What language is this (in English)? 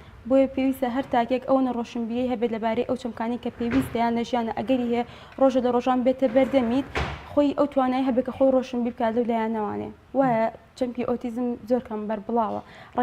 Central Kurdish